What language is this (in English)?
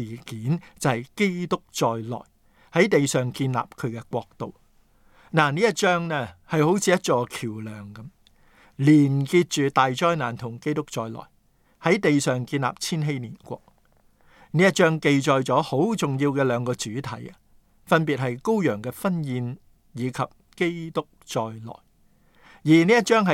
Cantonese